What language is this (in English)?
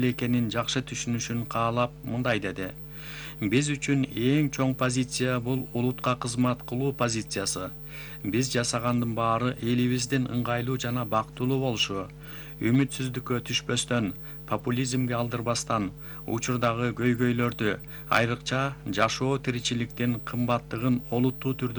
Kyrgyz